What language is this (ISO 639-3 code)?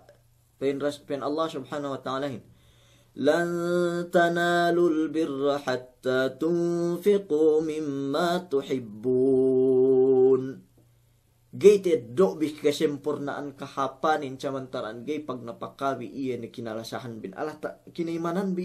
yka